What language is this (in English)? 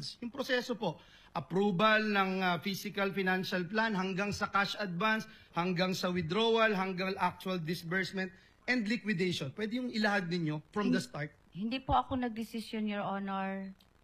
Filipino